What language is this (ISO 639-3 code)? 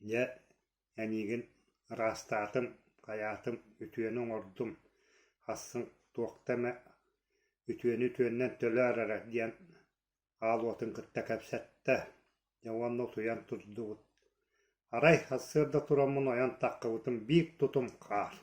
sah